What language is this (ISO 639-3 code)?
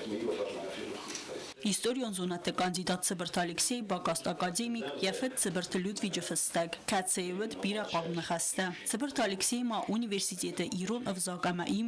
oss